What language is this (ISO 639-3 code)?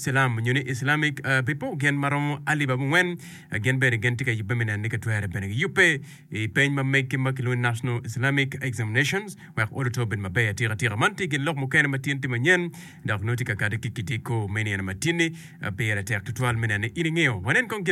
ach